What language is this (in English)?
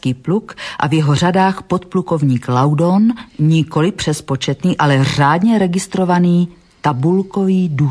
Czech